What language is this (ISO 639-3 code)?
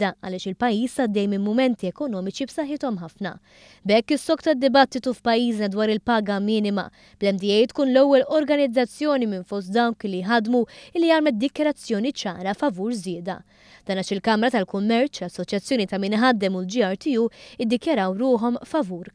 mlt